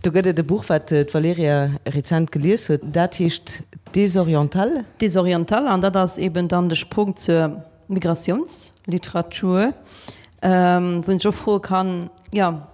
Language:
Luxembourgish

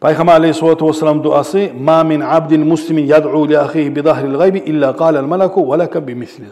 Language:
Kumyk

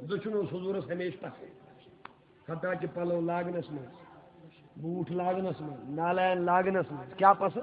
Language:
Kashmiri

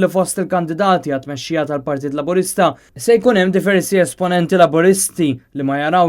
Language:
Maltese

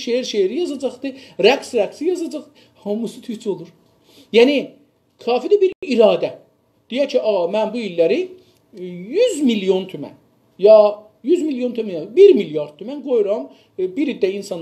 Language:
South Azerbaijani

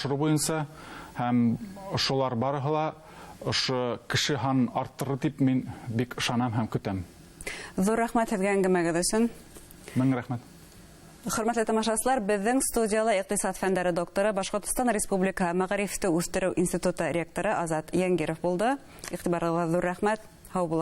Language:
Bashkir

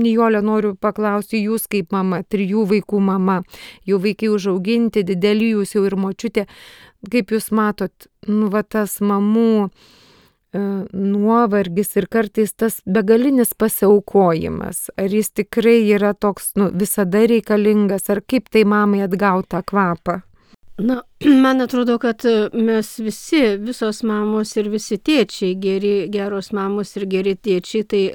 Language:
Lithuanian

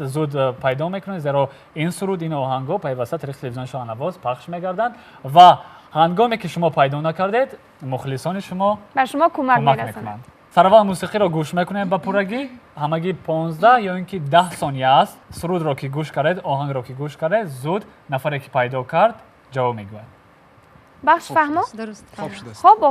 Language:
Tajik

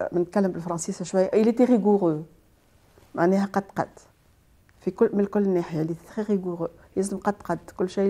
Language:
Tunisian Arabic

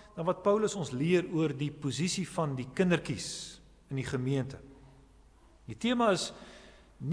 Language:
Afrikaans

